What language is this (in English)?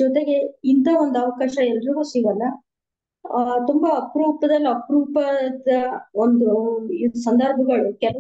Kannada